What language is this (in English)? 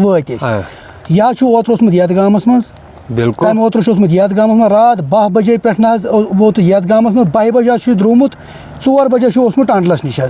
Kashmiri